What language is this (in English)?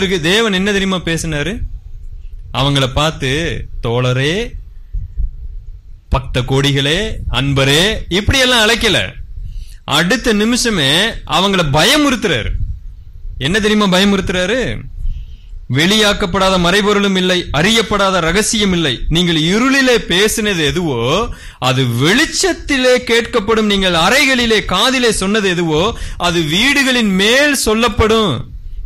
Tamil